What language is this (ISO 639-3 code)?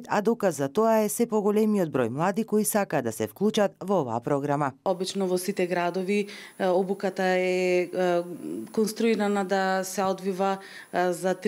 mkd